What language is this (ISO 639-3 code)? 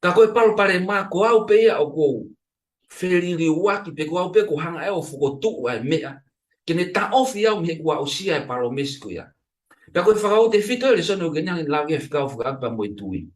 ton